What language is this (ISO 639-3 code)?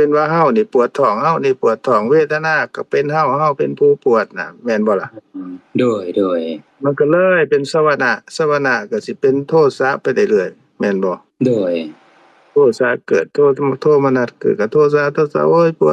lao